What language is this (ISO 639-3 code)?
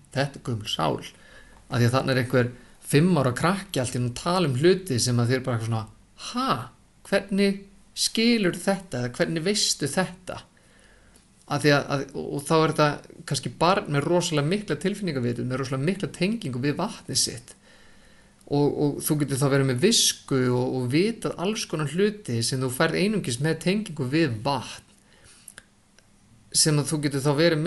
isl